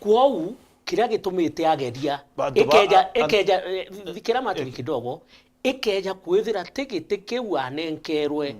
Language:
Meru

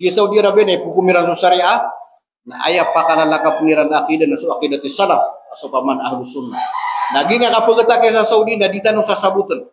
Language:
Maranao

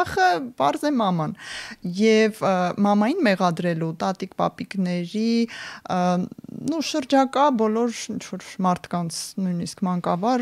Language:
Armenian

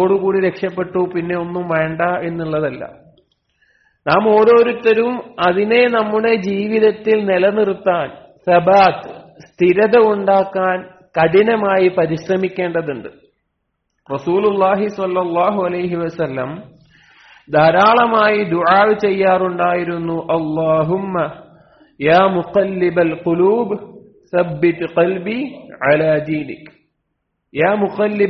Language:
Malayalam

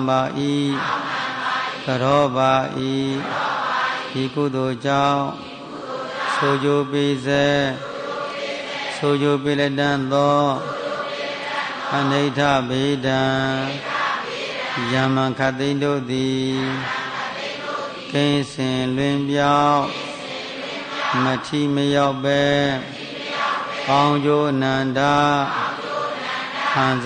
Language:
Burmese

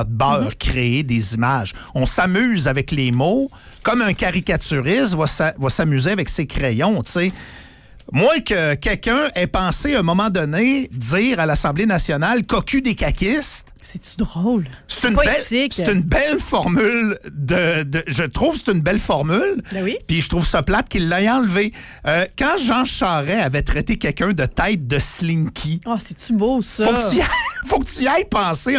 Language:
French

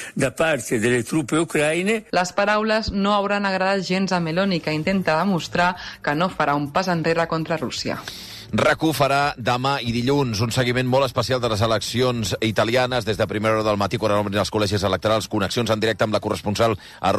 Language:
Catalan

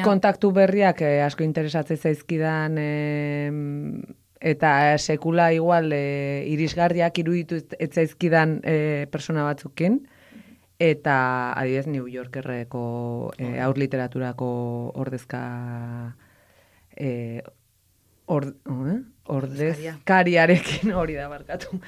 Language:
Basque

